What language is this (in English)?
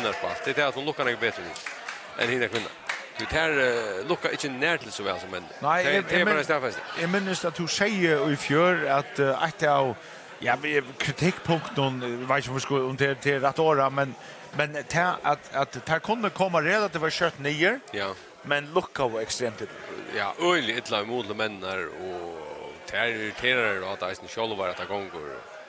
Faroese